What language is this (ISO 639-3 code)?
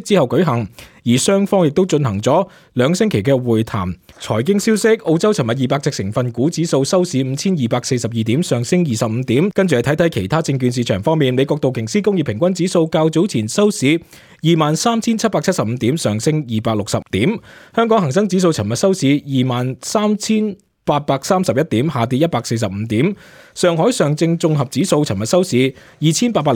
yue